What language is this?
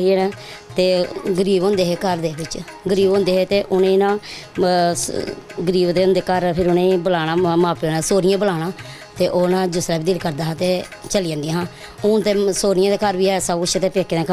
Dogri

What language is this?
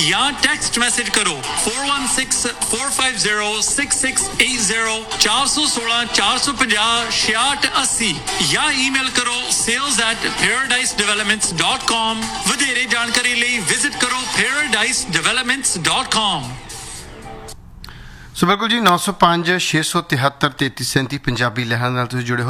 Punjabi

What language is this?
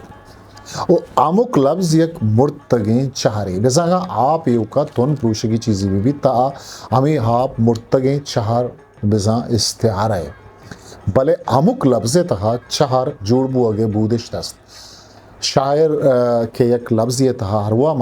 Eastern Balochi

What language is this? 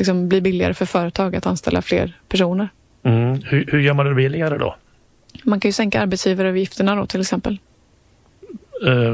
Swedish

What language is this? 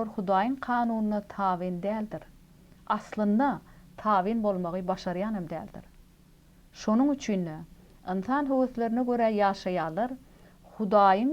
Turkmen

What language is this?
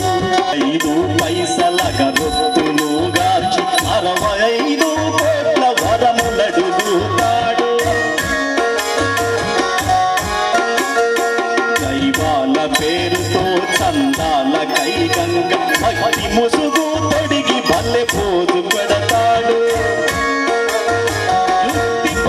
Telugu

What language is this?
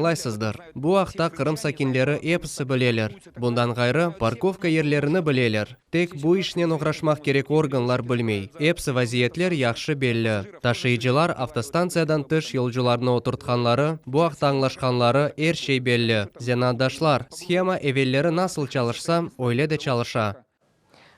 Crimean Tatar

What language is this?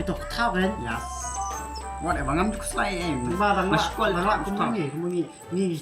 Khasi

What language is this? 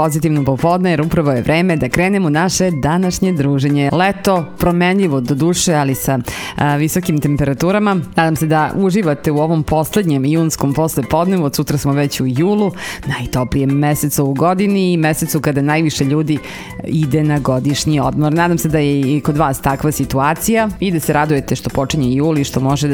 Serbian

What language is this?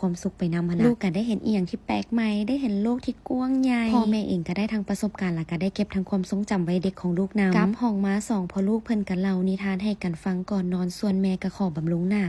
Lao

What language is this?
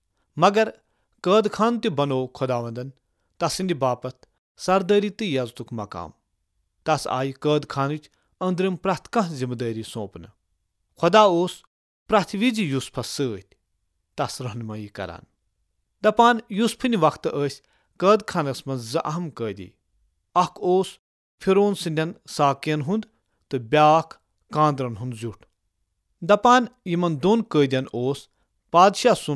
Kashmiri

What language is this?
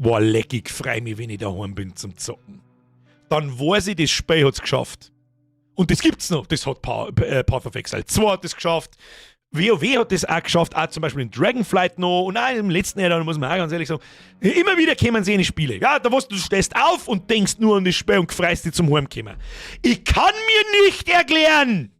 Bavarian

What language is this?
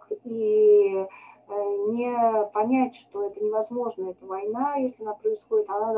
Russian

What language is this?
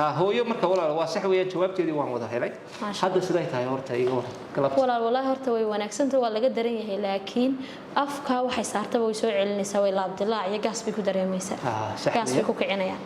Somali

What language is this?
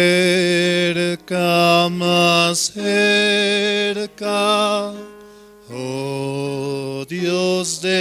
Aymara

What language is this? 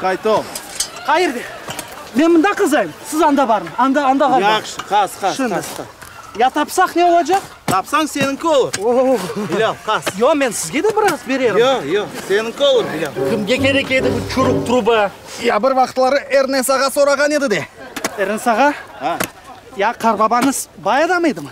Crimean Tatar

